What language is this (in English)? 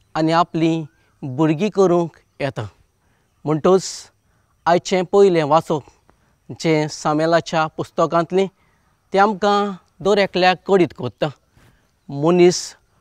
Konkani